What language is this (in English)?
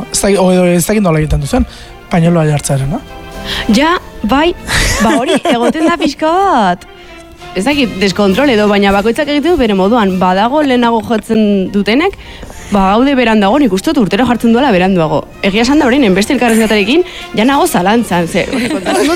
Basque